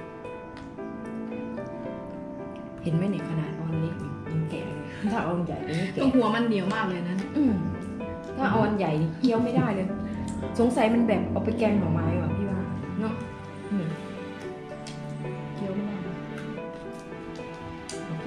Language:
Thai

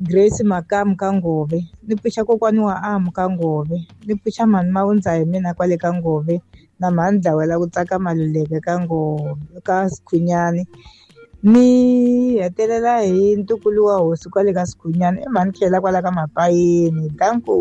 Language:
Tsonga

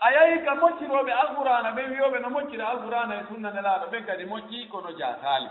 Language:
Fula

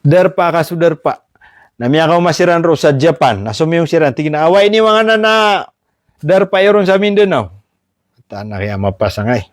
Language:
Maranao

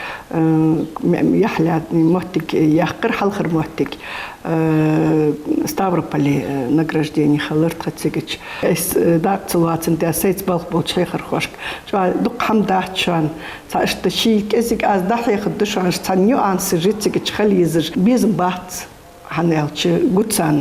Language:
Ingush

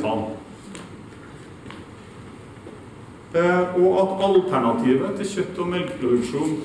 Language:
Norwegian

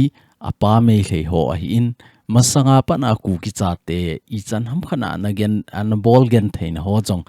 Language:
Thado Chin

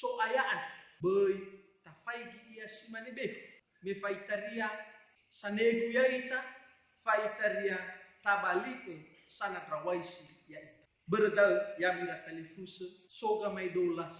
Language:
Nias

